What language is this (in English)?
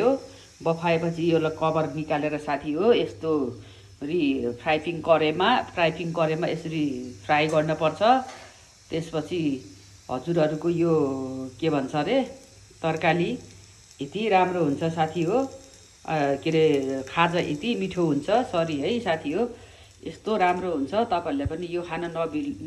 Nepali